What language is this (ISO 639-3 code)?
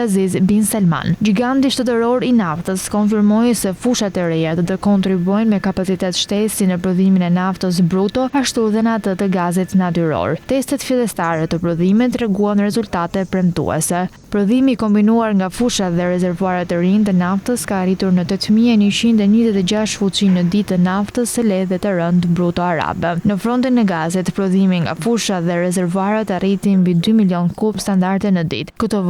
sqi